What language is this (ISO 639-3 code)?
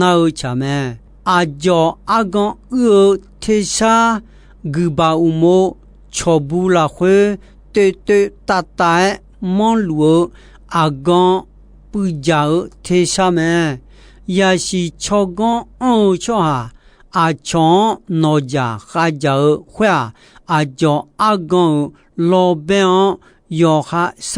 ahk